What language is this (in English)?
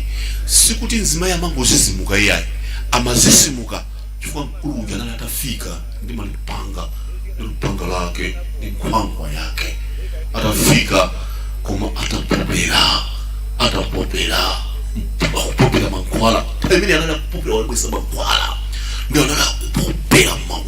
Nyanja